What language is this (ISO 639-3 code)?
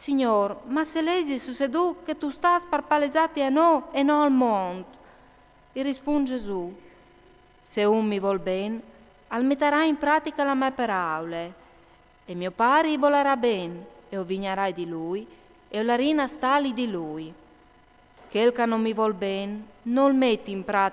fur